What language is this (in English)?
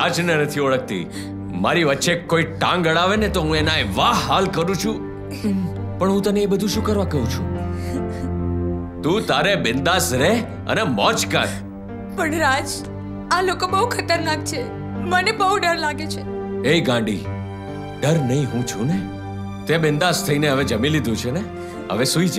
Gujarati